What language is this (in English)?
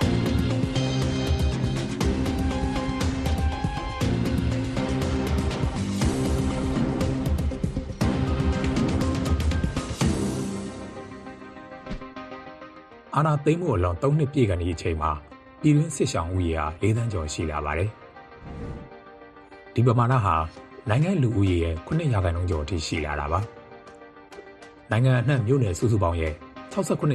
Burmese